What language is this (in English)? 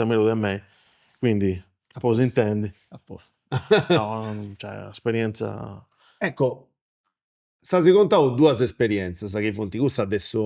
Sardinian